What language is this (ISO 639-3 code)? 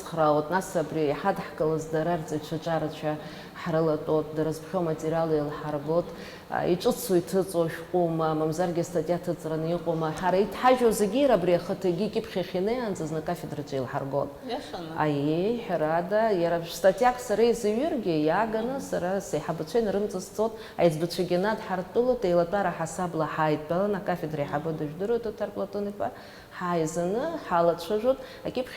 abk